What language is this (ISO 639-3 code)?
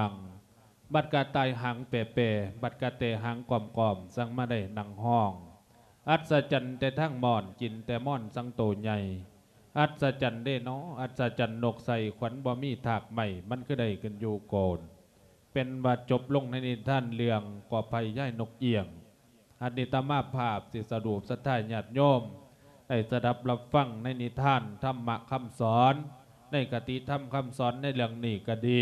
lao